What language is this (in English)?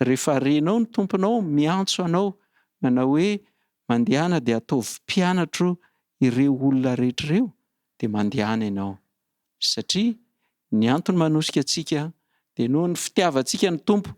Malagasy